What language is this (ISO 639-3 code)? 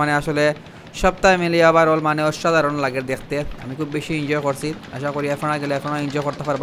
syl